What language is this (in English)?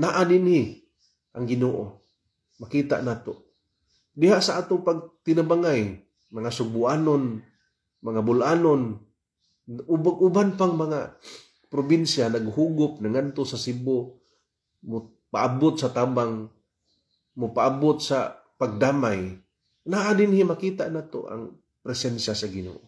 Cebuano